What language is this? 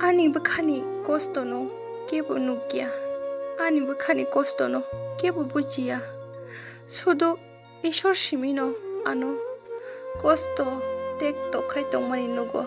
Kok Borok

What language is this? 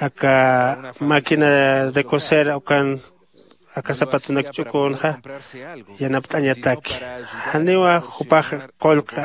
Aymara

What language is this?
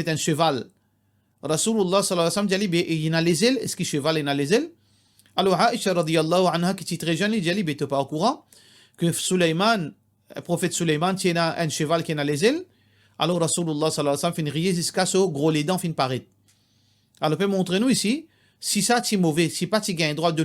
Morisyen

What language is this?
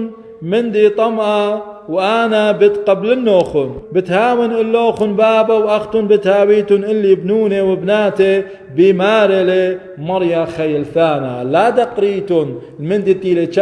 Assyrian Neo-Aramaic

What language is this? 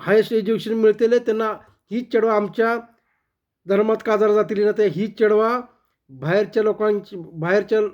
Konkani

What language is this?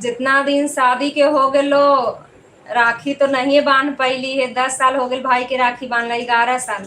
Magahi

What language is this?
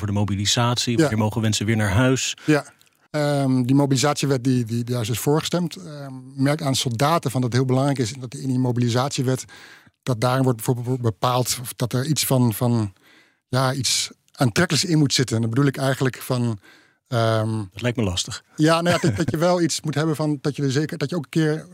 Dutch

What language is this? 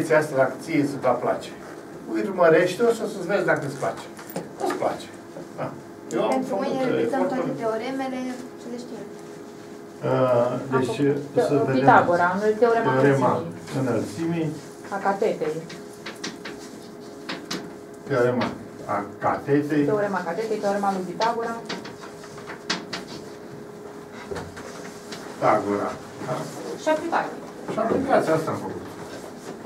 Romanian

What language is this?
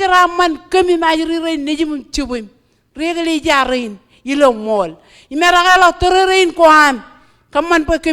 Marshallese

